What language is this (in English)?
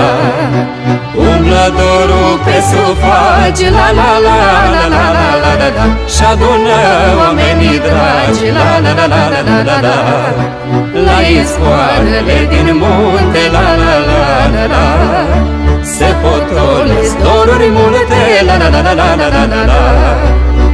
Romanian